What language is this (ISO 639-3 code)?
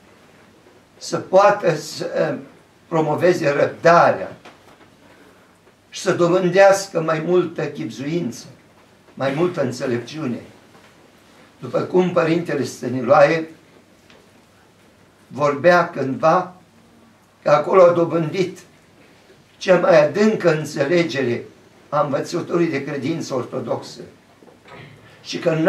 ron